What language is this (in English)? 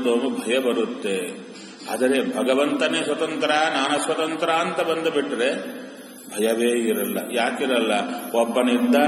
Kannada